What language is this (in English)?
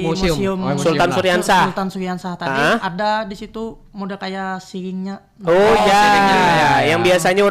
Banjar